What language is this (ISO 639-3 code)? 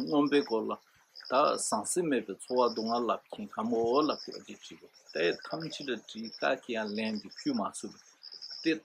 bod